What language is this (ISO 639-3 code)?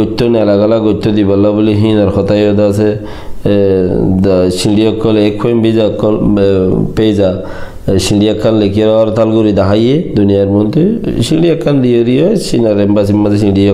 rhg